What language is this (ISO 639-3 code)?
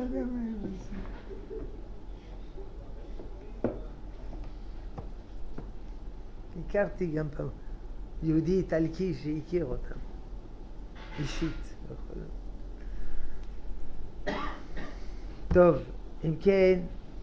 heb